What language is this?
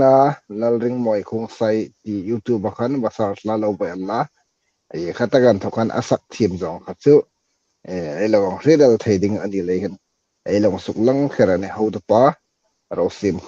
Hmar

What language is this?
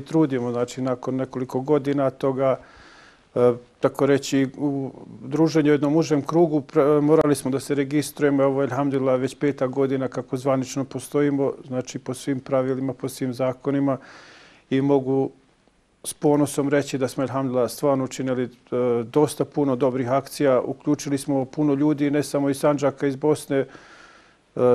Bosnian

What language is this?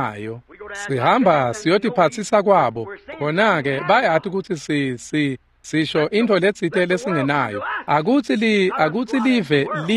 Swati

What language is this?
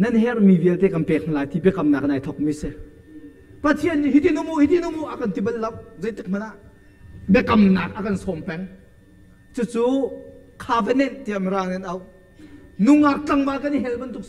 Hakha Chin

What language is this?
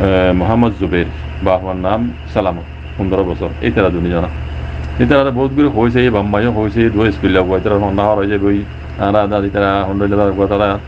Rohingya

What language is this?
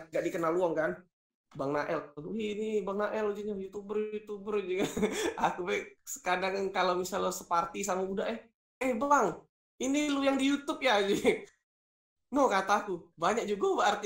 Musi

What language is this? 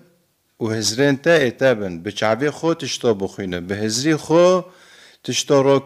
Kurdish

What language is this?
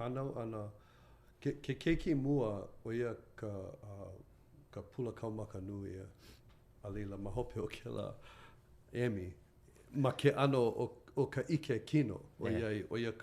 Hawaiian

